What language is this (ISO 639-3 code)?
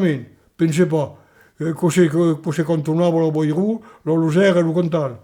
oci